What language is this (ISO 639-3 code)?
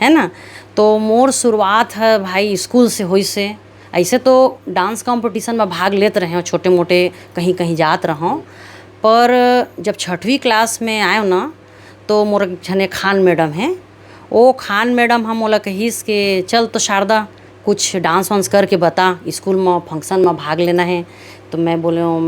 hne